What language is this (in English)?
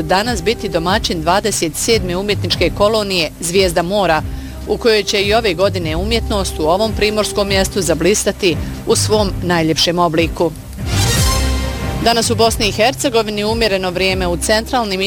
Bosnian